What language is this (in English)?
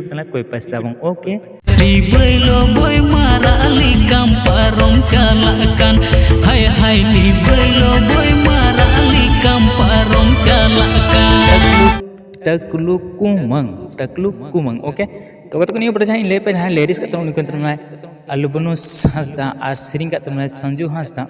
Santali